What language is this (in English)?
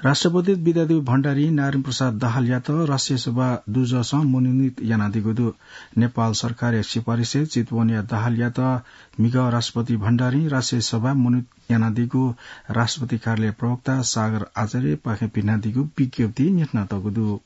Newari